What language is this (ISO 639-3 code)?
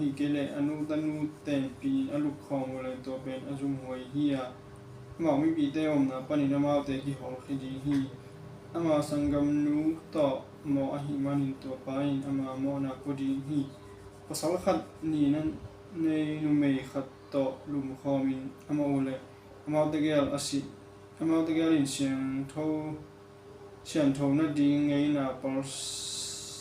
ctd